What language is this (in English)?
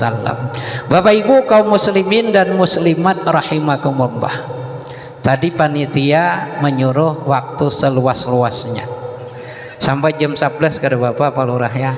Banjar